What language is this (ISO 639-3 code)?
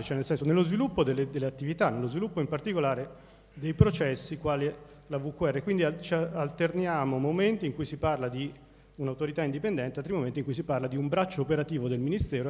ita